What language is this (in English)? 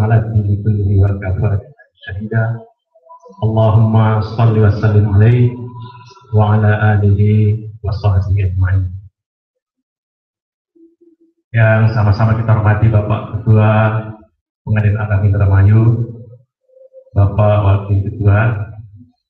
Indonesian